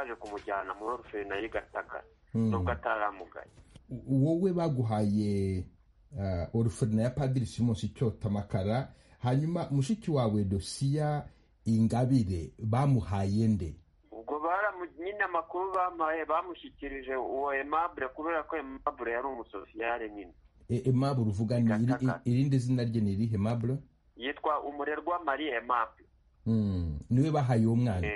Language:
Kinyarwanda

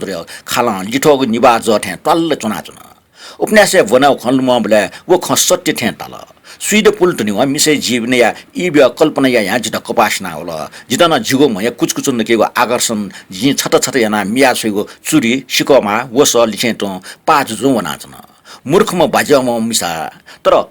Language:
Newari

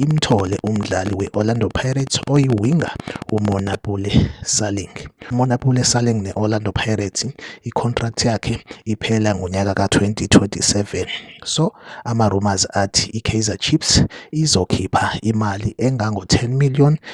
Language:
Zulu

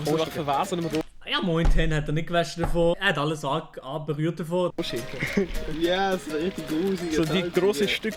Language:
Swiss German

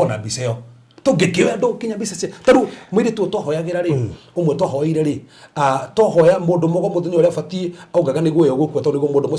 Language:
Kikuyu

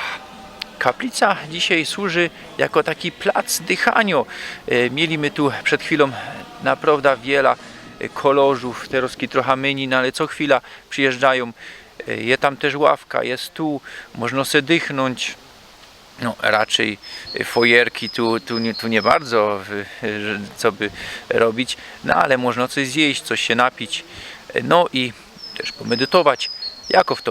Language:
Silesian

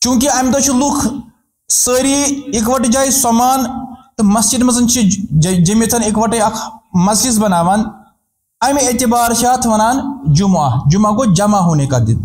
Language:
Kashmiri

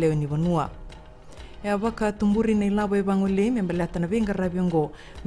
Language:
Fijian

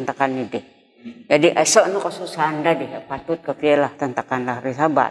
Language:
Central Dusun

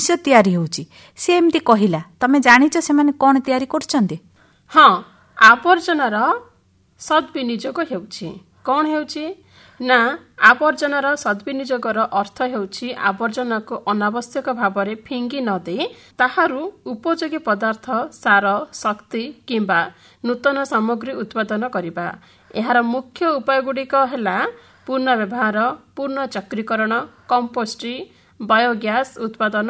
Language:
Odia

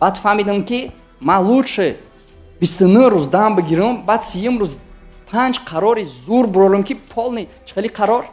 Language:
Tajik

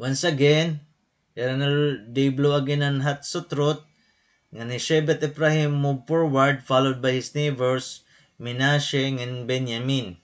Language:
Waray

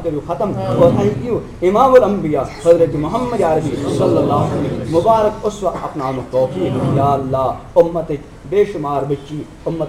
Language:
Kashmiri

